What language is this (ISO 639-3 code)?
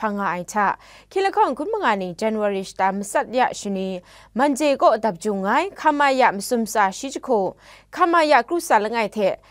kac